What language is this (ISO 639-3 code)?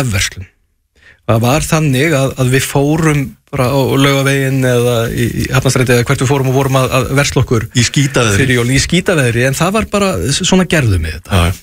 isl